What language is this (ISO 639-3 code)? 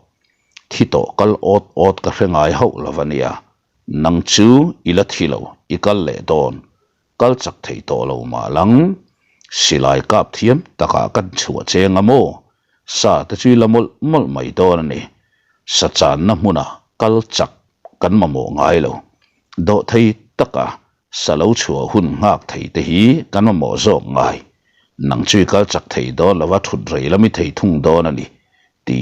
lus